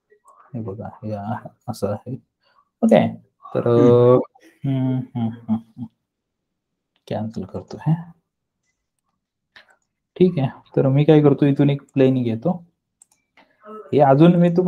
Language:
Marathi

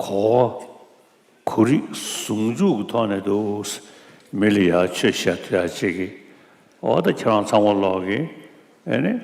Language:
Tibetan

